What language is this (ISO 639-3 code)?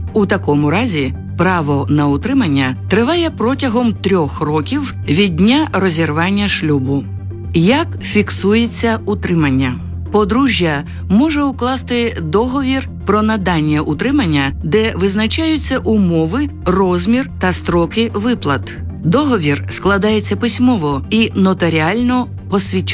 ukr